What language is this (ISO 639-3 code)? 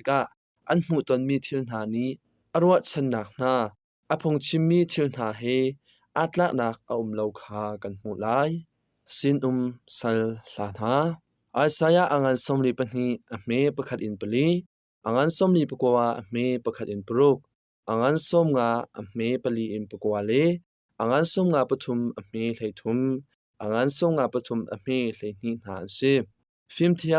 cnh